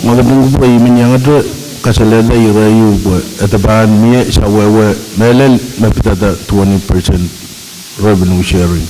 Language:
Pohnpeian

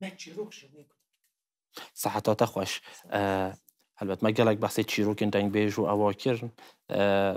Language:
Kurdish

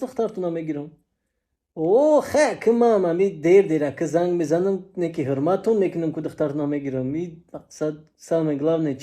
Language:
Tajik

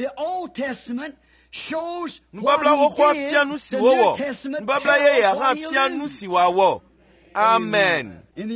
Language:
Ewe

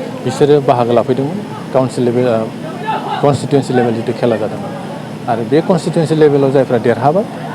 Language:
Bodo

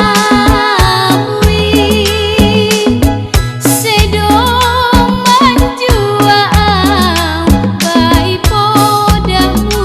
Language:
Batak Simalungun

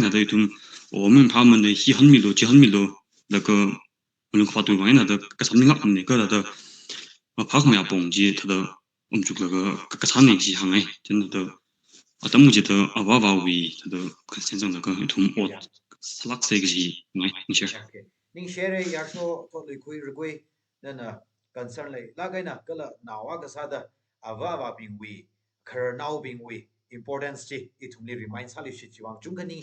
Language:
Tangkhul Naga (India)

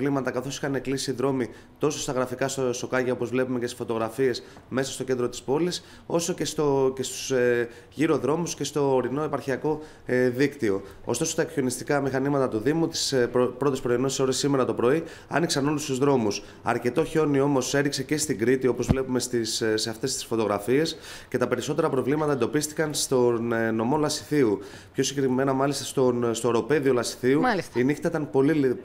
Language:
Greek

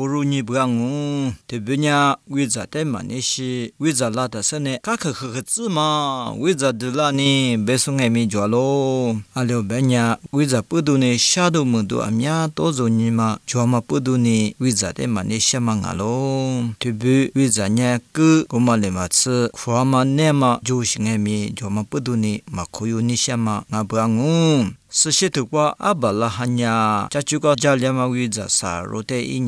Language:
Lisu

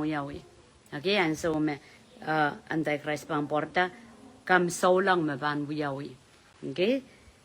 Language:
Pohnpeian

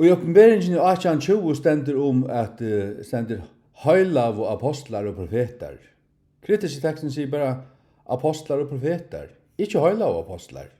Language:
Faroese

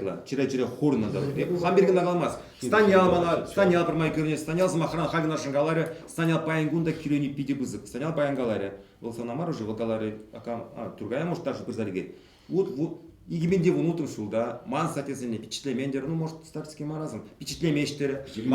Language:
Chuvash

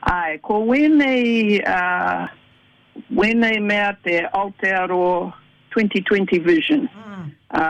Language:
Māori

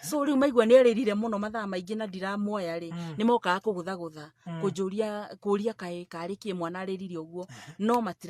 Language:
Kikuyu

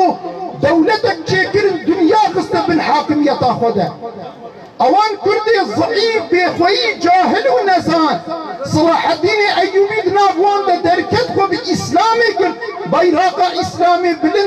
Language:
Kurdish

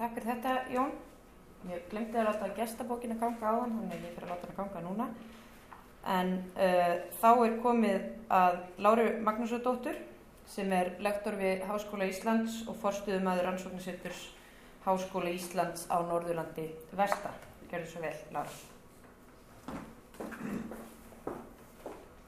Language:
Icelandic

